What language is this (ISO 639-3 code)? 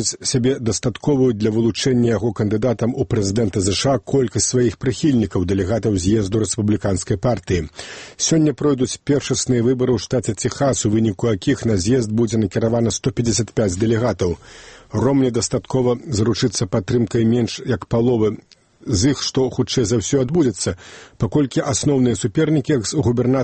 bel